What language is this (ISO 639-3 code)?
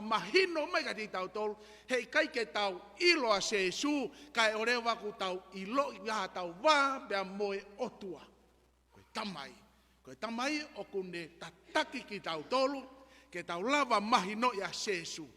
ton